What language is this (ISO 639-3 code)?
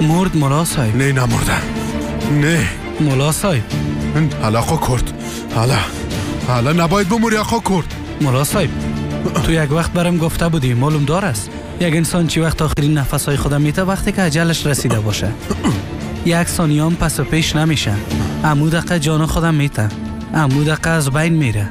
fas